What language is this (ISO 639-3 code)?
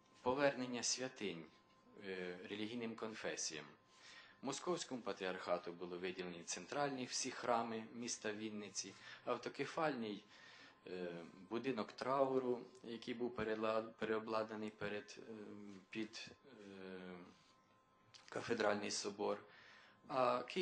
ukr